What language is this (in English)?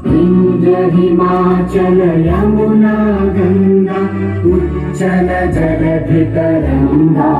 Kok Borok